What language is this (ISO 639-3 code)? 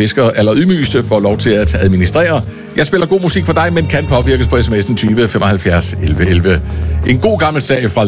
dan